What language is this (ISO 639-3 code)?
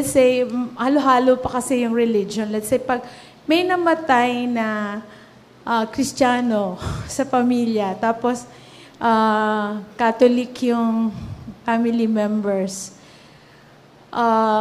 fil